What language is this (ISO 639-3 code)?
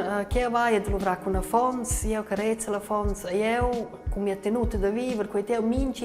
roh